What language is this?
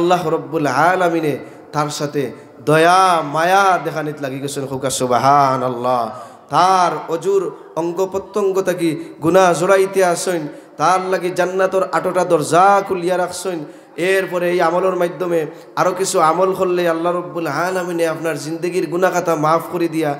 Sylheti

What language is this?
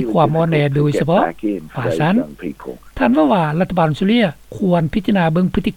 Lao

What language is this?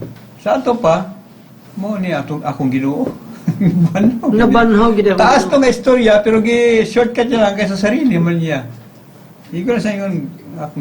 Cebuano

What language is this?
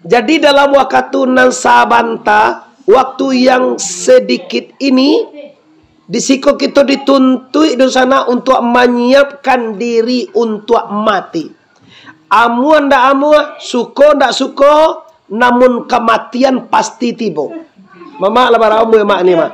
Minangkabau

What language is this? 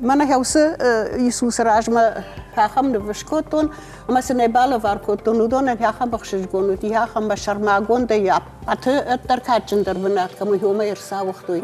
Ossetic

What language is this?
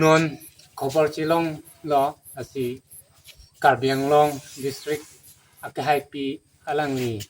Karbi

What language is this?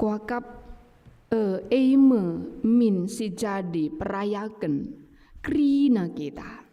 Batak Karo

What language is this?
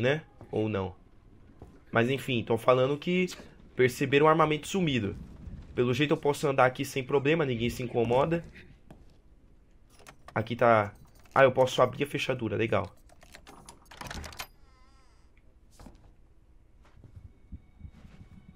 Portuguese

